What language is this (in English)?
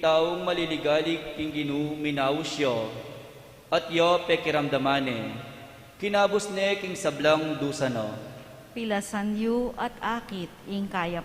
Pampanga